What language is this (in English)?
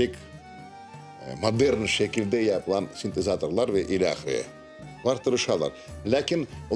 Crimean Tatar